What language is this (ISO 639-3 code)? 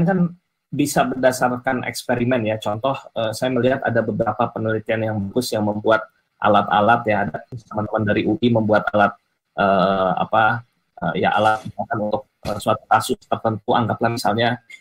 ind